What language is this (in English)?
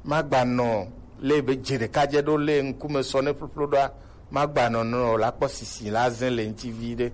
Gen